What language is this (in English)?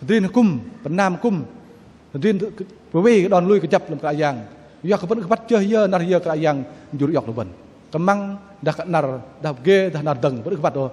Bahnar